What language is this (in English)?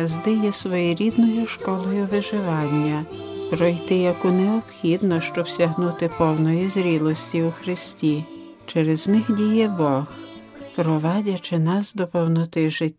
Ukrainian